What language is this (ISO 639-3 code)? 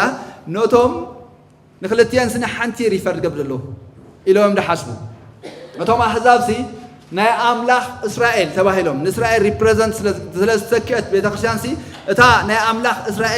tir